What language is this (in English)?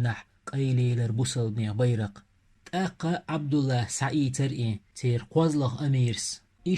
Chechen